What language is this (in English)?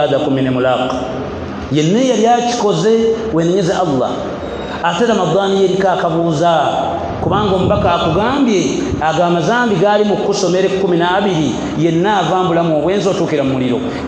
Ganda